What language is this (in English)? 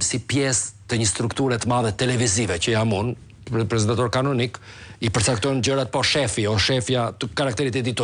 Albanian